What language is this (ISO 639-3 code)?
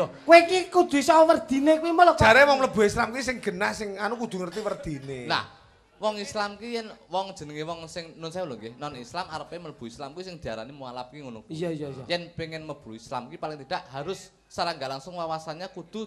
jav